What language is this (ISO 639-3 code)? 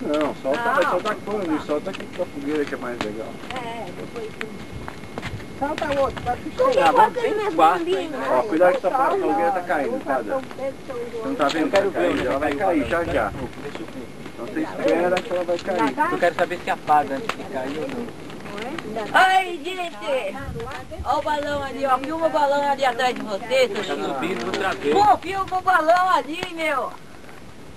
por